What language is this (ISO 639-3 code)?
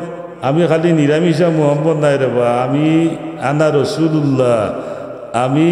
syl